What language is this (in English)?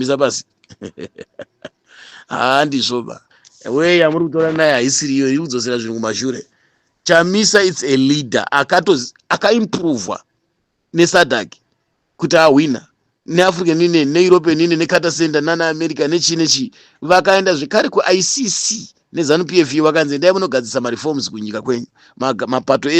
Shona